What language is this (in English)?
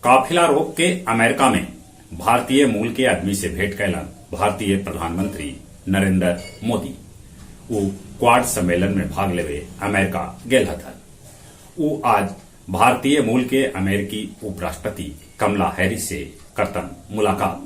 Magahi